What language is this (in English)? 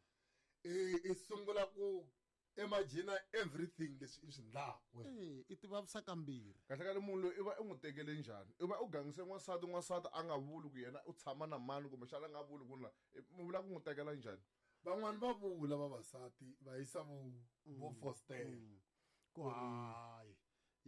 Tsonga